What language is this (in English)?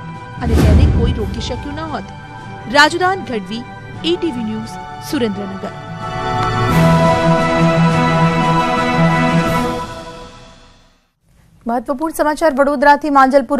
Gujarati